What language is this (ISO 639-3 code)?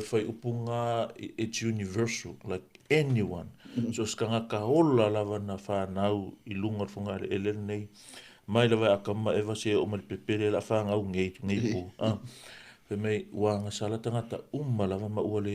smo